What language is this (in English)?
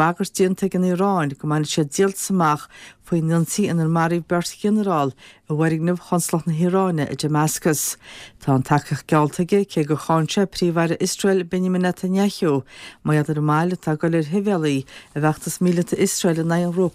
Irish